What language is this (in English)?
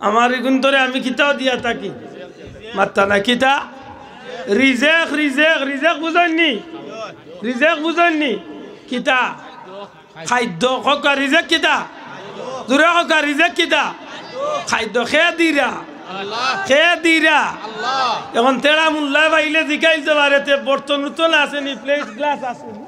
Sylheti